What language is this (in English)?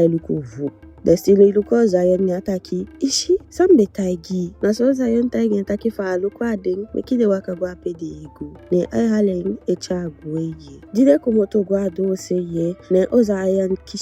Eastern Maroon Creole